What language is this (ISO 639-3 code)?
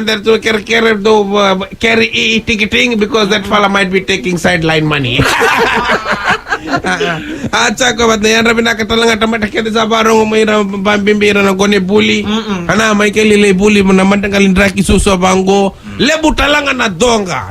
fij